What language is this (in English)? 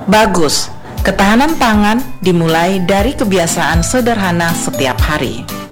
Indonesian